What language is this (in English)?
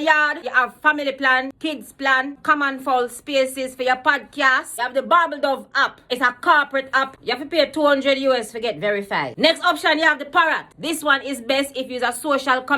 Jamaican Creole English